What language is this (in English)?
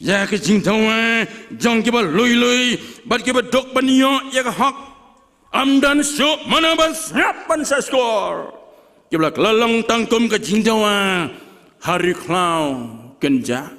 Khasi